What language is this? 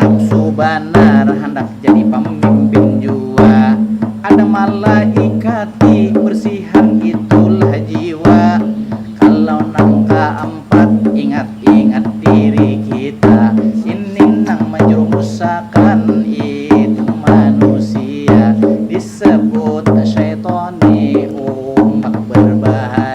Banjar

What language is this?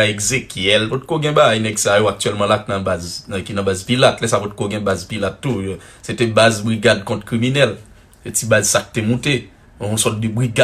Haitian Creole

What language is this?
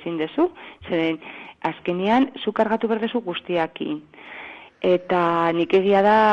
Basque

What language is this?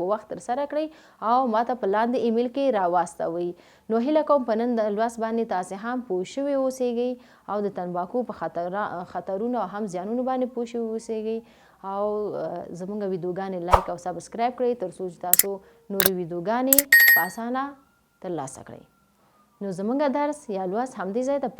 Pashto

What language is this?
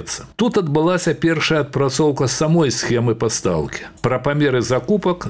Belarusian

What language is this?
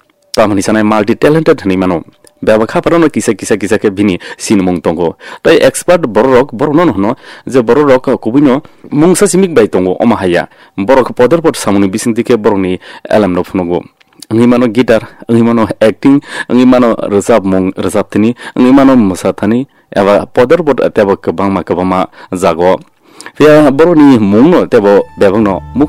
Kok Borok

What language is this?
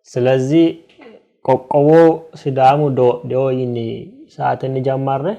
Sidamo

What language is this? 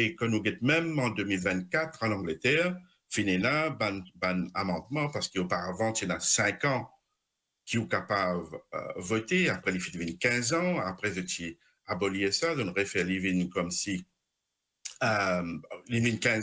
Morisyen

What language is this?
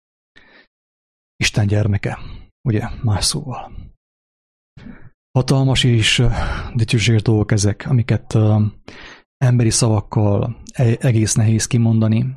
Hungarian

